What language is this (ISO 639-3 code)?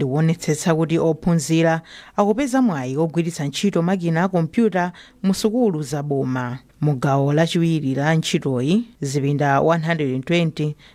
nya